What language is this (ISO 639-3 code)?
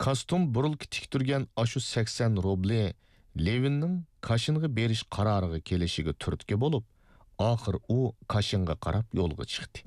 uig